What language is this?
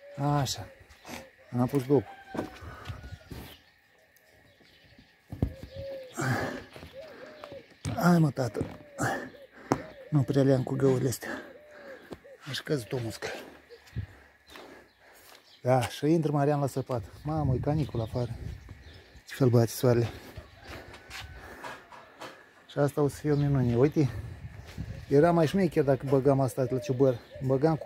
Romanian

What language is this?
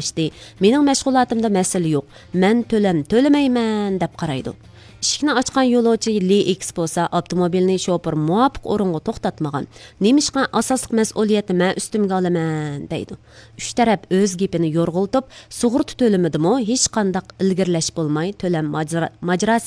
Uyghur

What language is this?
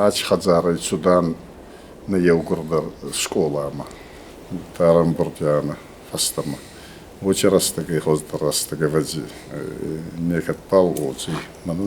Ossetic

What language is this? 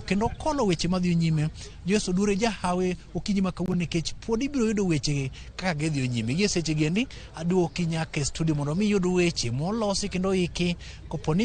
Luo (Kenya and Tanzania)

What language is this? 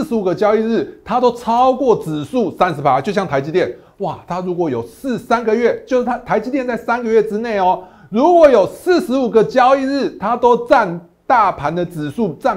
Chinese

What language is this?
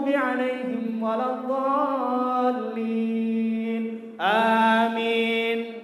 Sasak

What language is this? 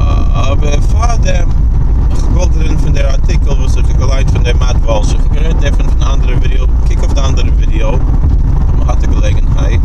Yiddish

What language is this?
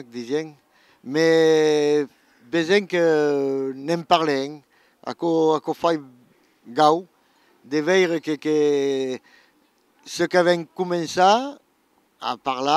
Occitan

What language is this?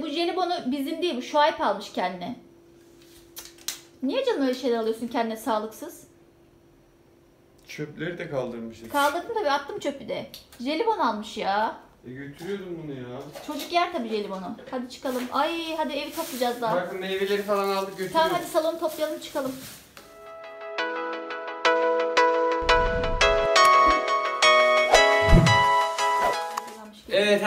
Turkish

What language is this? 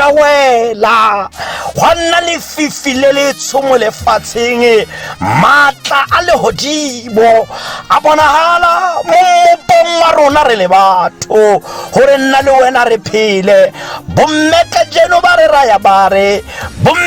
Tswana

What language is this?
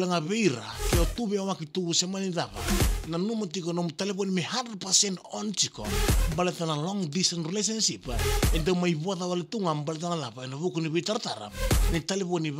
Fijian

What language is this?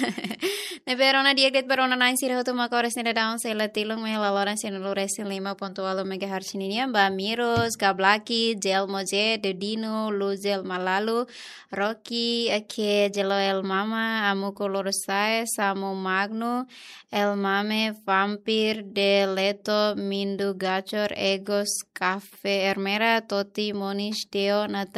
Tetum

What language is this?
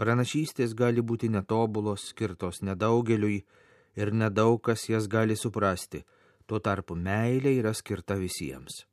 Lithuanian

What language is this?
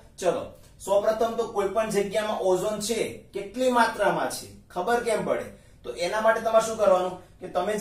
Gujarati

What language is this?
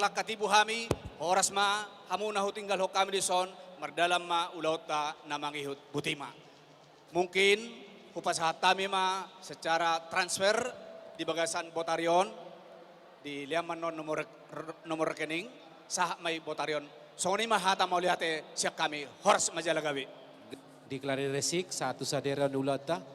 Batak Toba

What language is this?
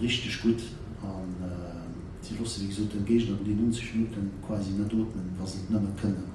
Luxembourgish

